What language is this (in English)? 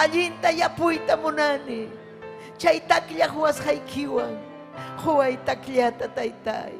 Ayacucho Quechua